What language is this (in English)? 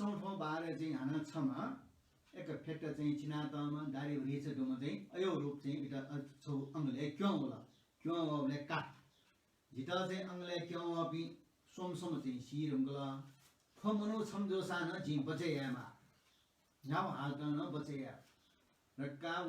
Newari